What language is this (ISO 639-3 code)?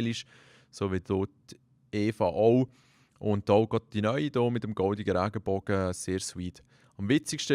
gsw